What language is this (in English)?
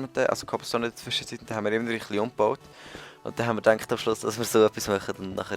Swiss German